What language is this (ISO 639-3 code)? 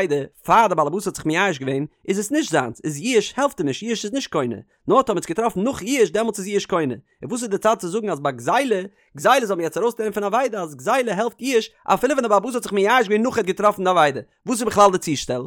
yid